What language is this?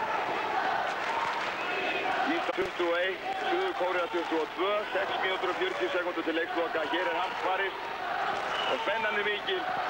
Icelandic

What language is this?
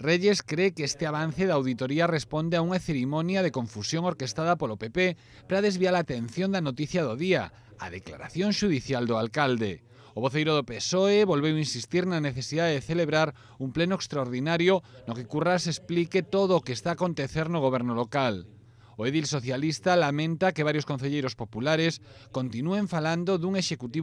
Galician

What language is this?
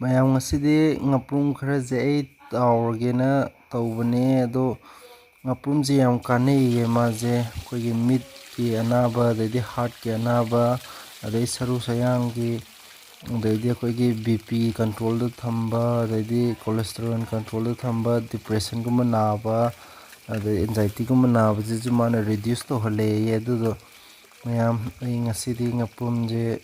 Manipuri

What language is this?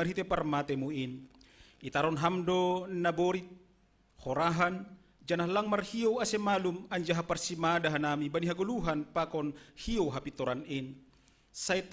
Batak Simalungun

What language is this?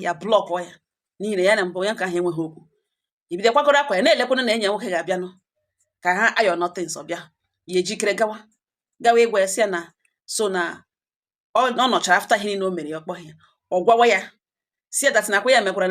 Igbo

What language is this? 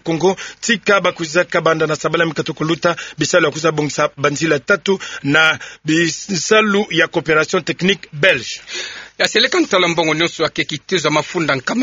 Kituba (Democratic Republic of Congo)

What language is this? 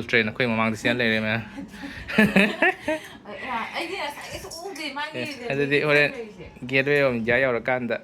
Manipuri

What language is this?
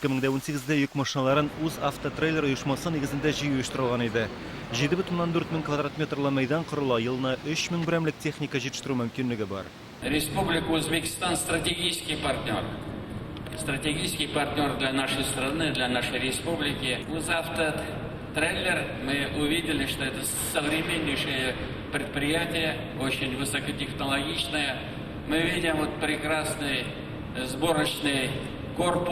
Tatar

